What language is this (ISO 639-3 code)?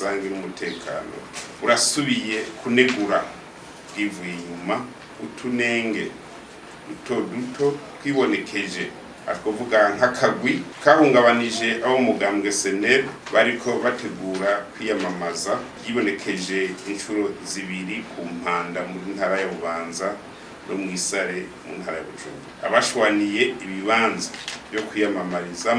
run